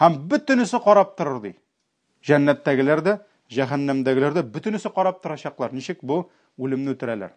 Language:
Tatar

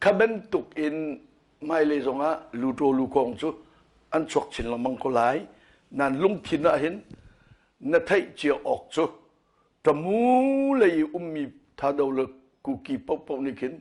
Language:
Hakha Chin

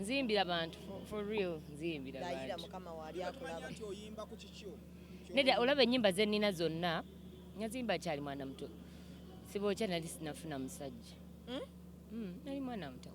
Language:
Ganda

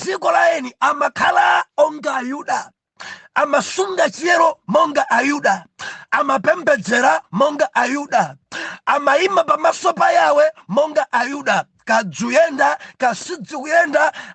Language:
Nyanja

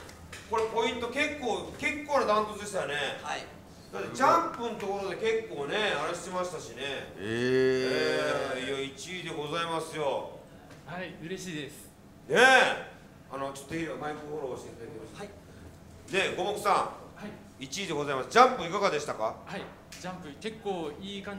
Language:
Japanese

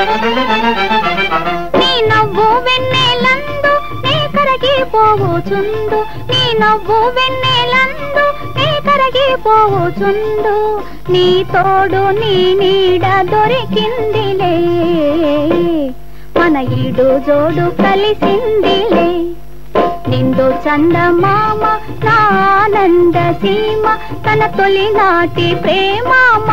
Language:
Telugu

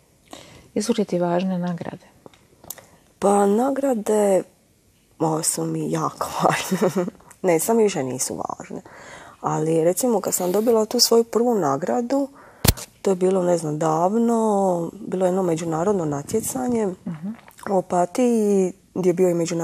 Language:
Croatian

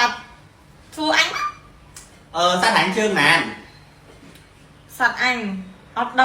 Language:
Khmer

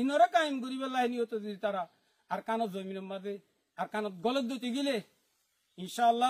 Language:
Rohingya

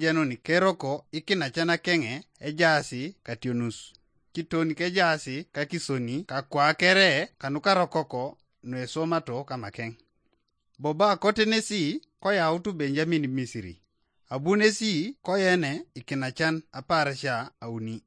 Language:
Teso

